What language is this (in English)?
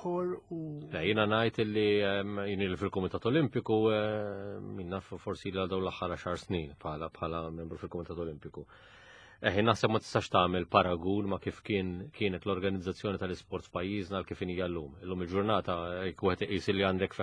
Maltese